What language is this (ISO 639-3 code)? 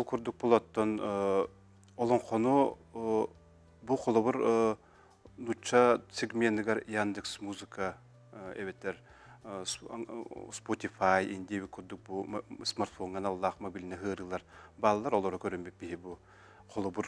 sah